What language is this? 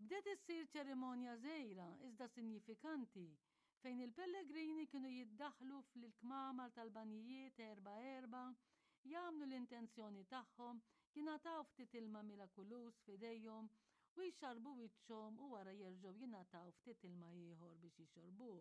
Maltese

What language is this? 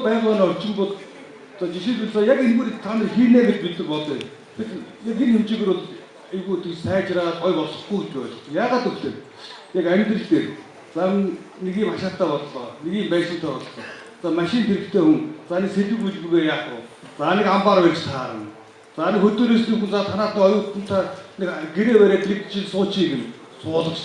Mongolian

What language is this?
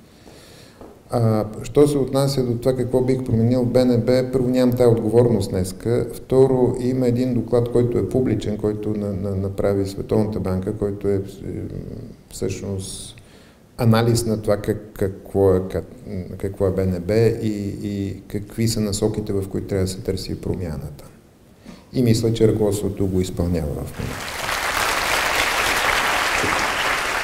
Bulgarian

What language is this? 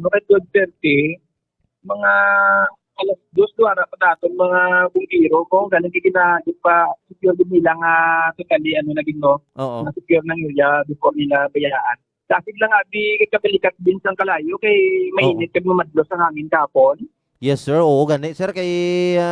Hiligaynon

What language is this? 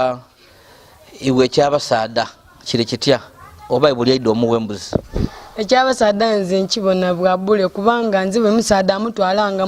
Soga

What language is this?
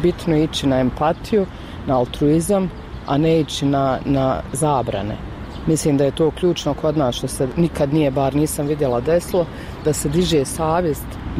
Bosnian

